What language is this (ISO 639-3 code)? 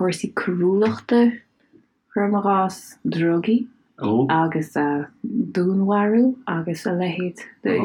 gle